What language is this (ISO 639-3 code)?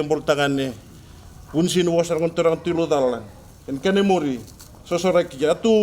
fij